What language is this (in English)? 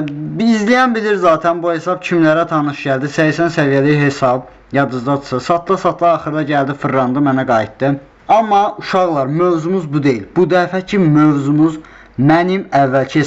Azerbaijani